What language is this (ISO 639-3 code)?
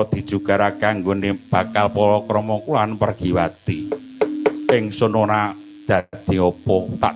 jav